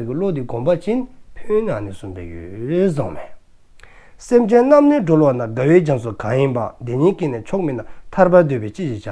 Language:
Dzongkha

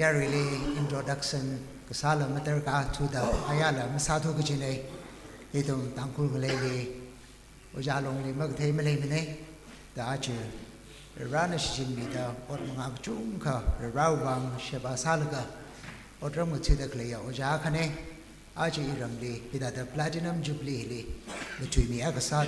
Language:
Tangkhul Naga (India)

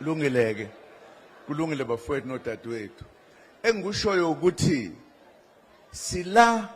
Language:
Zulu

